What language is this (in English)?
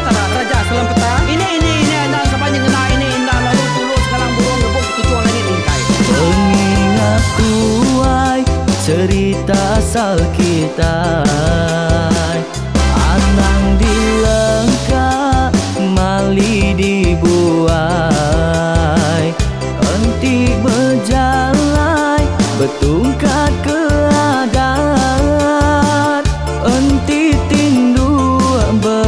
Iban